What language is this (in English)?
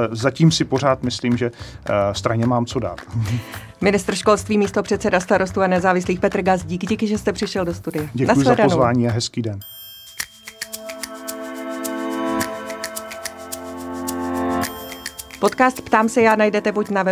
Czech